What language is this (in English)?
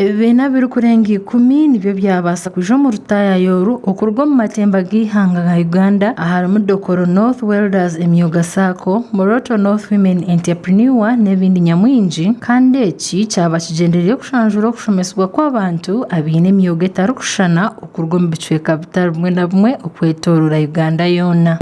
Nyankole